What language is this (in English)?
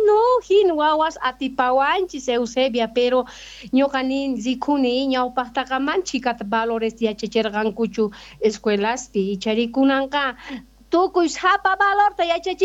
South Bolivian Quechua